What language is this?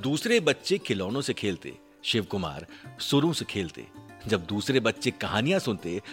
Hindi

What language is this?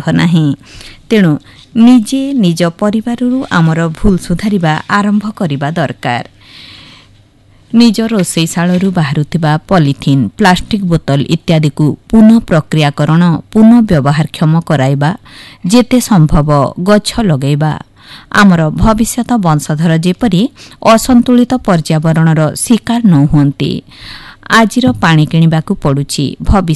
Odia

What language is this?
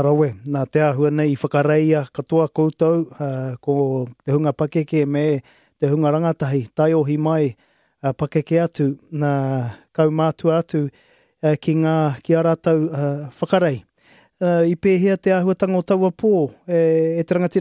Māori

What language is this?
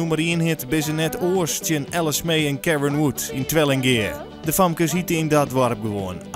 Western Frisian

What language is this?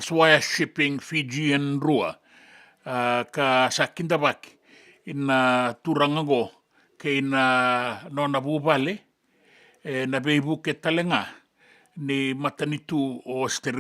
Fijian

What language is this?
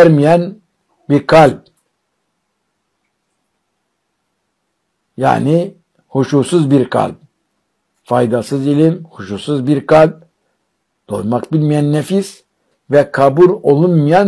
Turkish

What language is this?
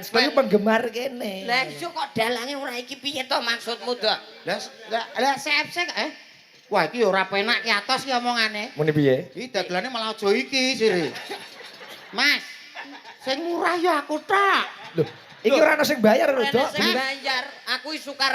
Javanese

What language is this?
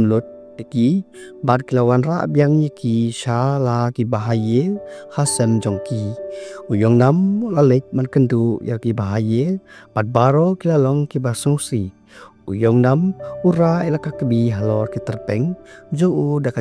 Khasi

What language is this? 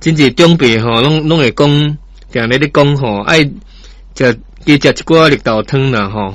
Min Nan Chinese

